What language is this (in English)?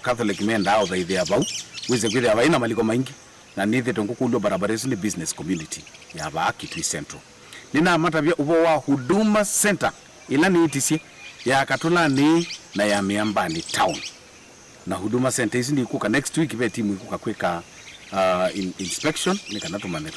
Kamba